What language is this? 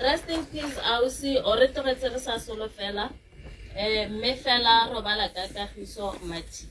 Tswana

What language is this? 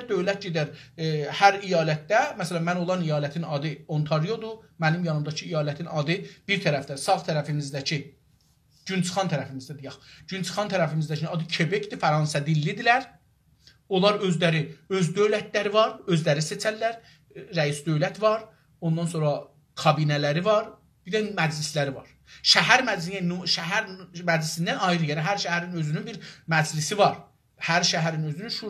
South Azerbaijani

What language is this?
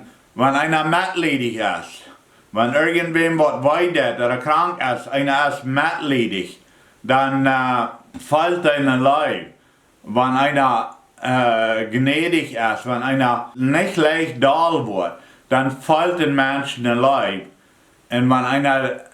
Plautdietsch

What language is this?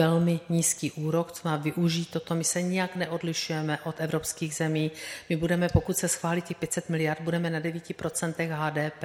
Czech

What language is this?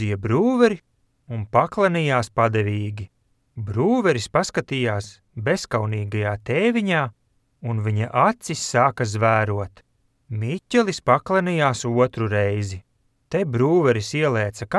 Latvian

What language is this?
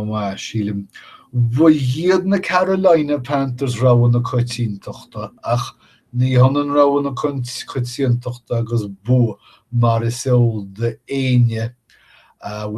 Irish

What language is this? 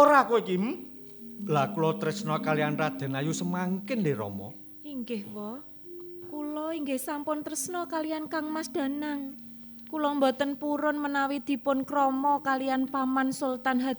Javanese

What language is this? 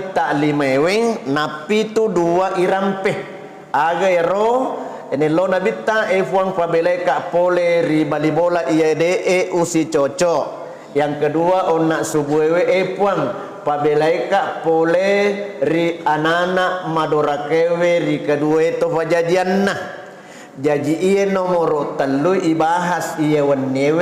Buginese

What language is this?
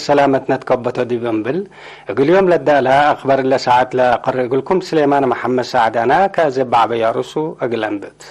Tigre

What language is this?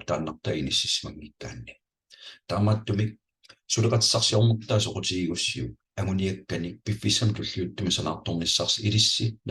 Kalaallisut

